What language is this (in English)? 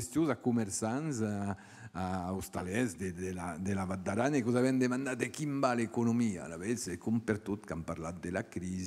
Occitan